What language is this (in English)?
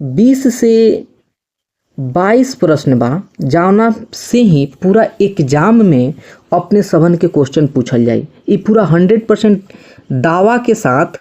Bhojpuri